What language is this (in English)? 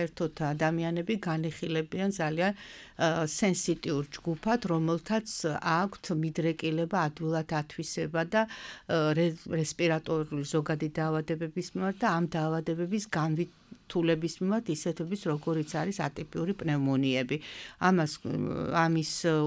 Georgian